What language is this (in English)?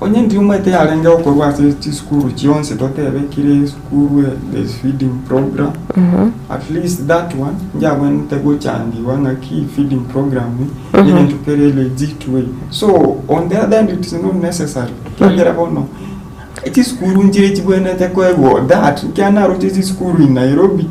Gusii